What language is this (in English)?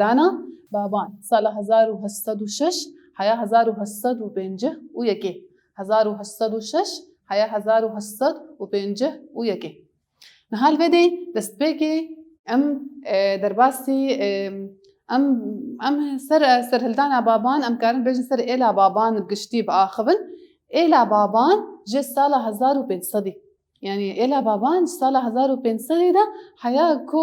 Kurdish